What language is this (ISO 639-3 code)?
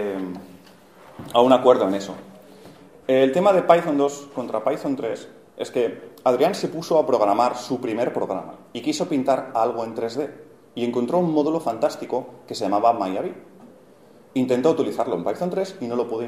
spa